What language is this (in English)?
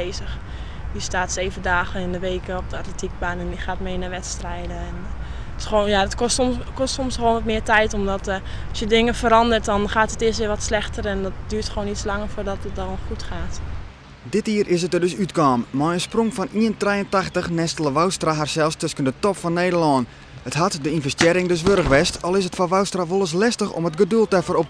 Western Frisian